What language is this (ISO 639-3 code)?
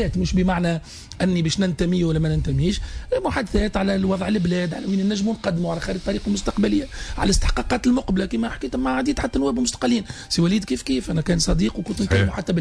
aeb